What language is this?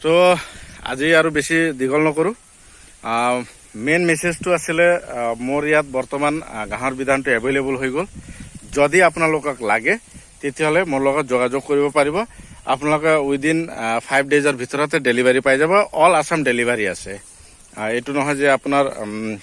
Assamese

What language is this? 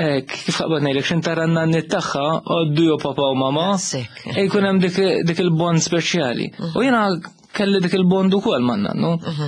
Maltese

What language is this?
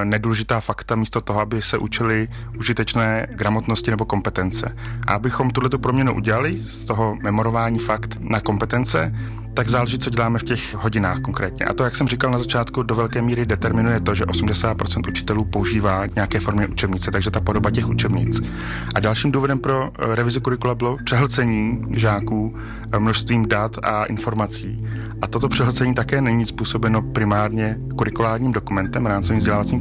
Czech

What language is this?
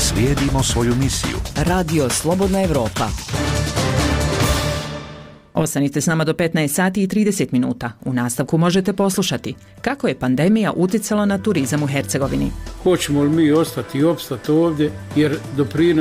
Bosnian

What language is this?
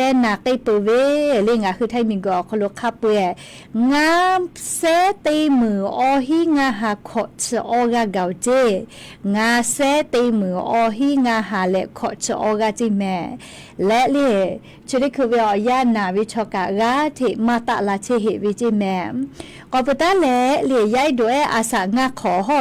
Lahu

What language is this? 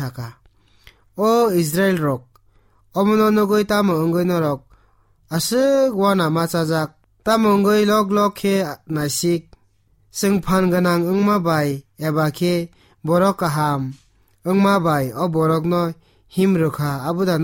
Kok Borok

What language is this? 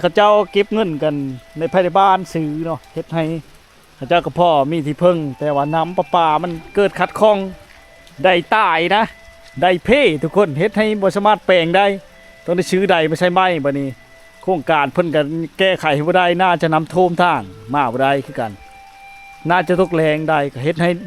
Lao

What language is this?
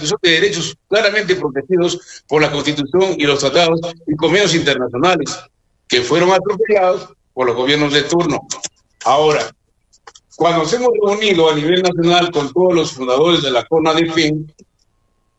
Spanish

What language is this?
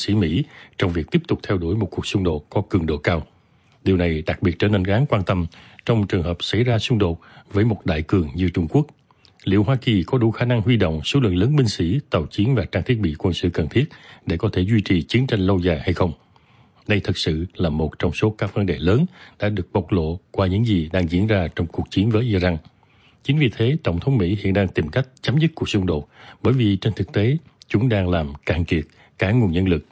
Vietnamese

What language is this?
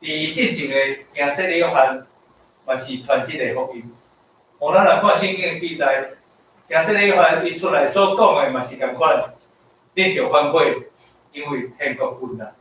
Min Nan Chinese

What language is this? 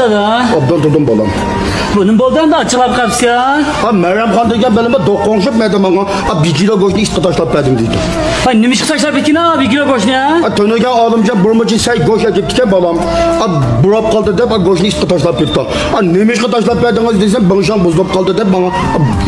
Uyghur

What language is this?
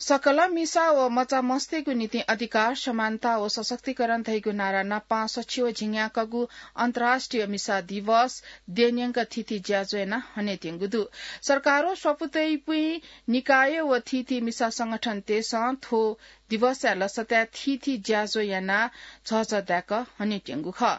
Newari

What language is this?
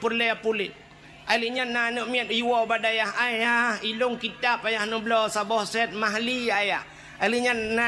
Achinese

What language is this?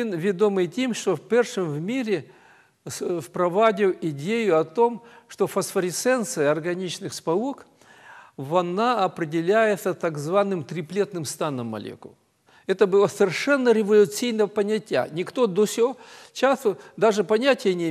Ukrainian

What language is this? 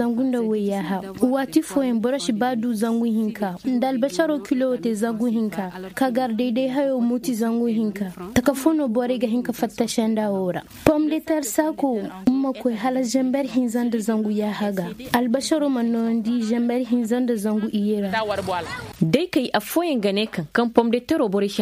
Koyraboro Senni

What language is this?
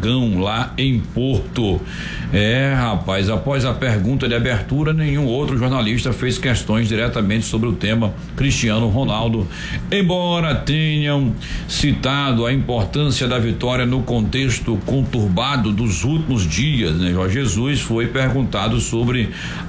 Portuguese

